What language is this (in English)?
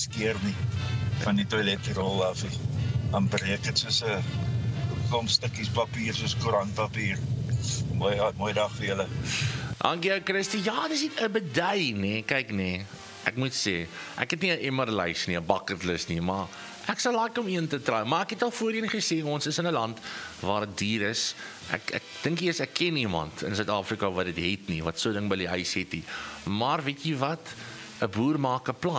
Afrikaans